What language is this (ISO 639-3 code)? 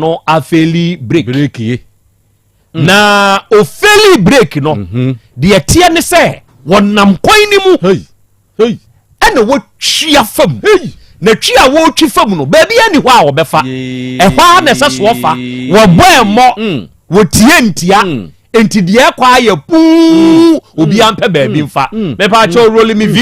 aka